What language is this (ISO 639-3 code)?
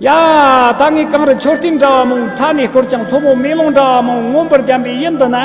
bod